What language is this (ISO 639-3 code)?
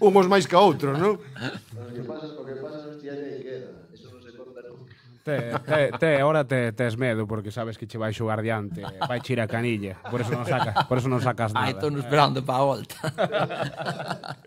glg